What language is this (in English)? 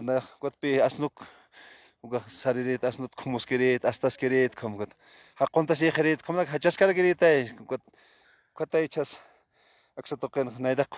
Aymara